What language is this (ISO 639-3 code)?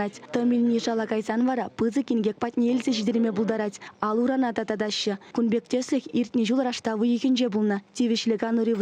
chv